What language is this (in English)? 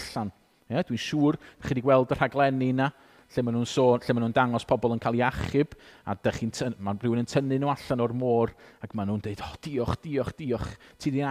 Welsh